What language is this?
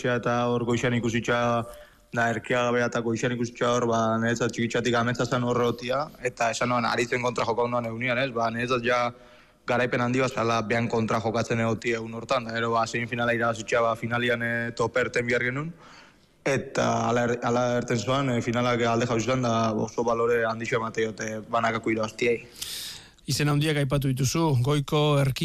Basque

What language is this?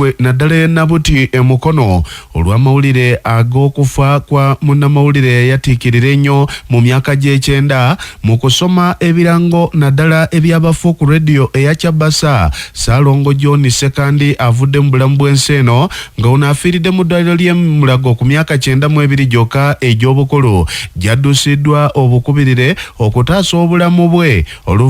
Ganda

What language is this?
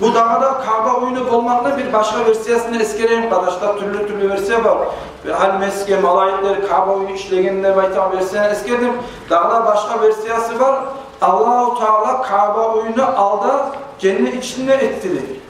Kumyk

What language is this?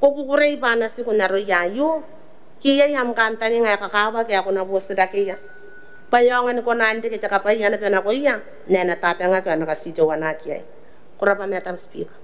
Gilbertese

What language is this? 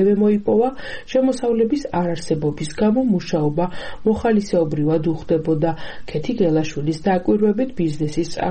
Georgian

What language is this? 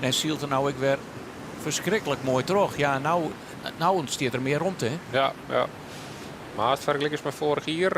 Western Frisian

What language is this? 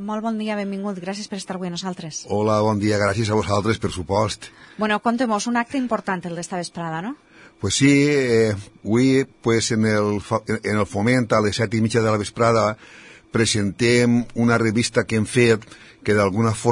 Catalan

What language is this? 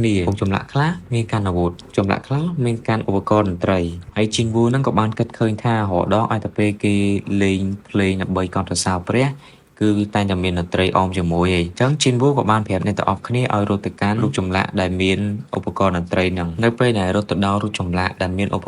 Khmer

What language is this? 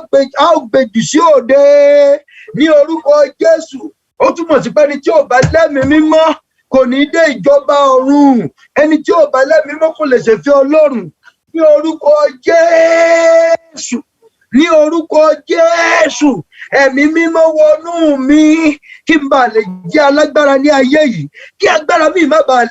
Yoruba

